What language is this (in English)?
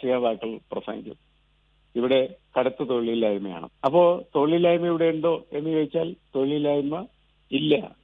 Malayalam